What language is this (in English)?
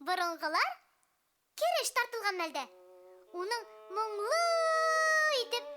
Bashkir